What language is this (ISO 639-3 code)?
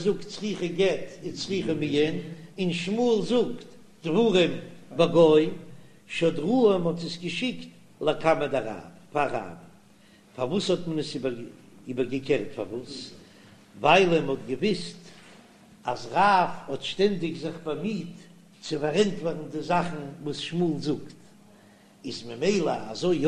yid